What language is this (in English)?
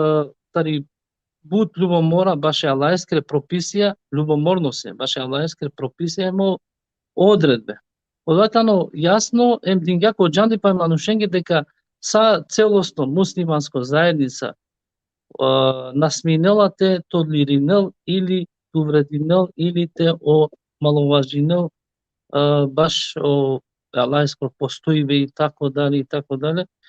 Balkan Romani